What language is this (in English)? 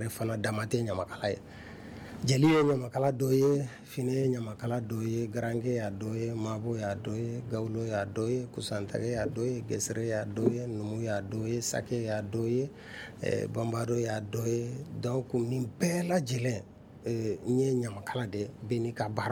Bambara